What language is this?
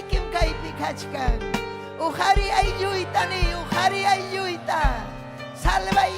Ayacucho Quechua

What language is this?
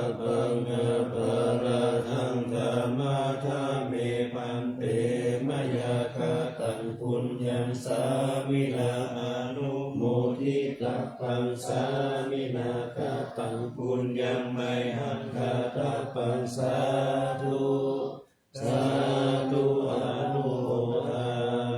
Pali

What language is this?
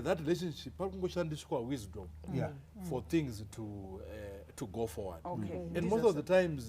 Shona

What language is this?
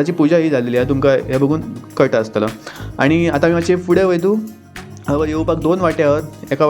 Konkani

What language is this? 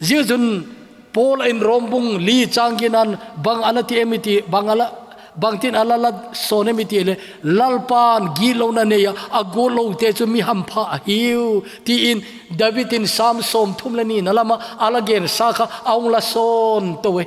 Thado Chin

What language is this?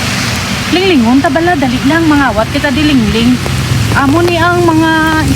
Hiligaynon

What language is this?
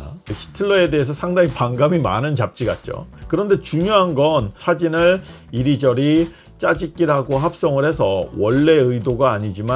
Korean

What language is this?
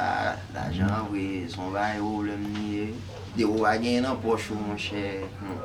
Haitian Creole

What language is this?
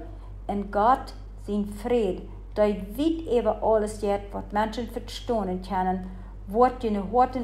Plautdietsch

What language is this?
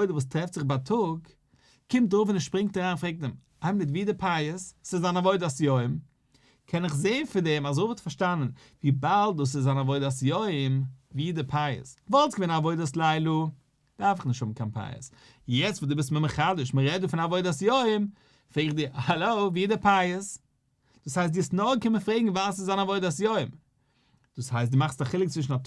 Yiddish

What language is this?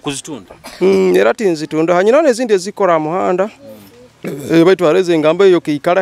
Nyoro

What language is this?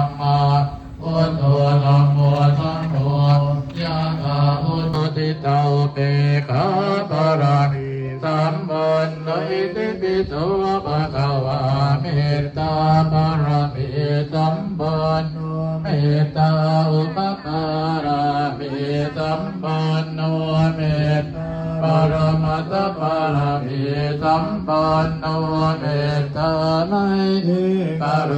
Pali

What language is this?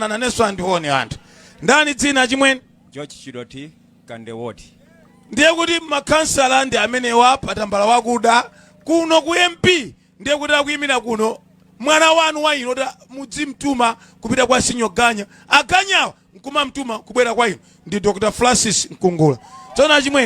Nyanja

